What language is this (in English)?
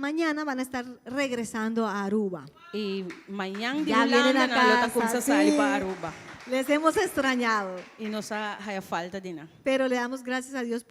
Papiamento